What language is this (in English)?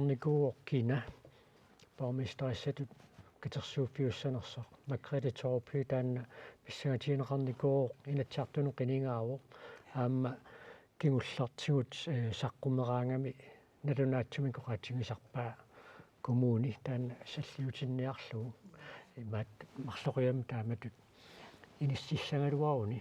Kalaallisut